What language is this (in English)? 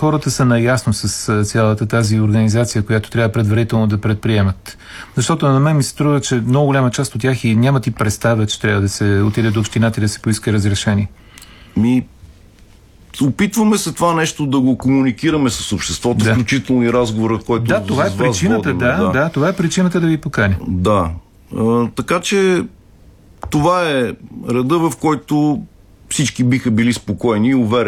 Bulgarian